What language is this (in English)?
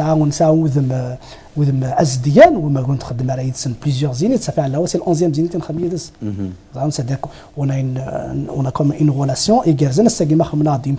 Kabyle